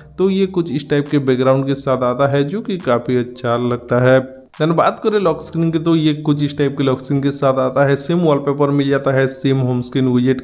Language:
Hindi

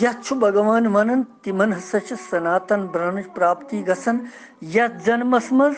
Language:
Kashmiri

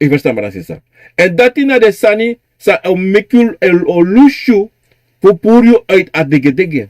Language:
Sranan Tongo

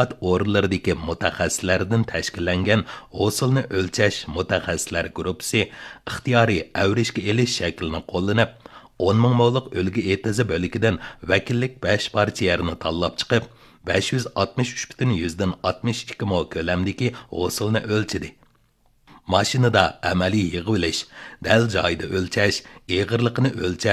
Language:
Uyghur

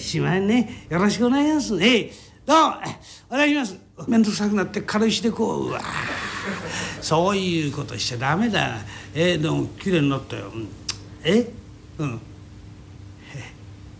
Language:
Japanese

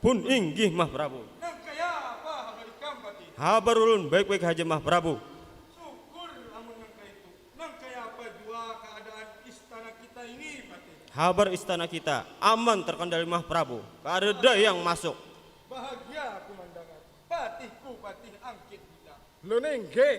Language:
Banjar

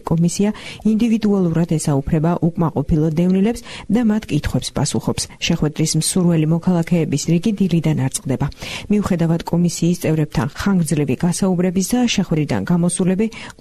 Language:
Georgian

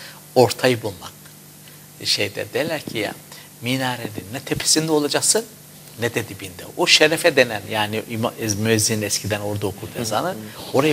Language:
Turkish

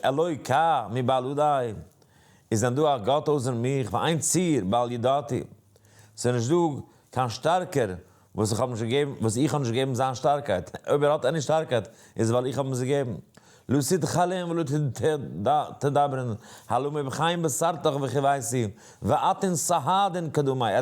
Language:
Yiddish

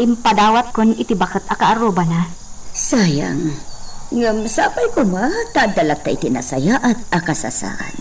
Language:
Iloko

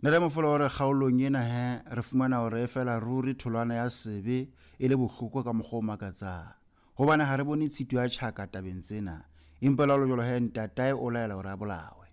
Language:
Southern Sotho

